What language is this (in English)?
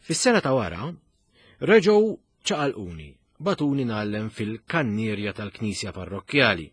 Maltese